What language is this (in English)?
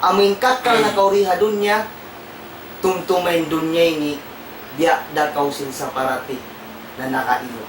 Tausug